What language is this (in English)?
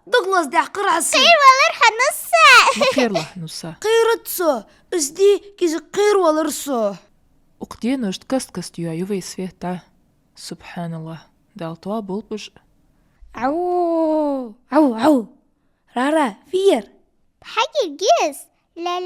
Ingush